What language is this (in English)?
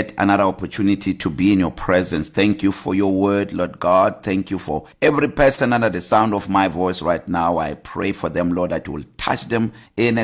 English